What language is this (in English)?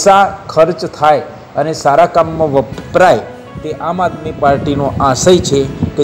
Gujarati